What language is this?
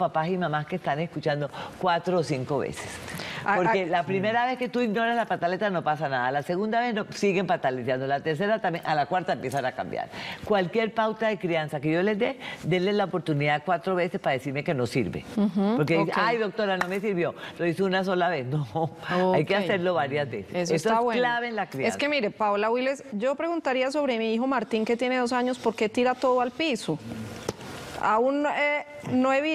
Spanish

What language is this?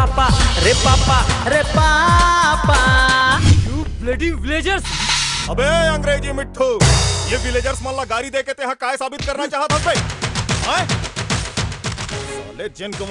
Chhattisgarhi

